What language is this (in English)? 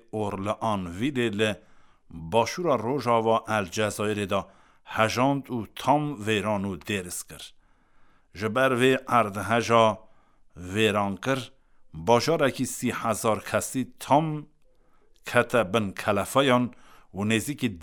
Kurdish